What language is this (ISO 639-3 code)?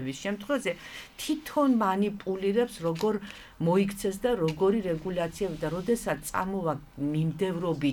kat